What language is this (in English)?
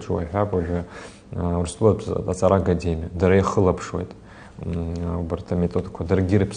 Abkhazian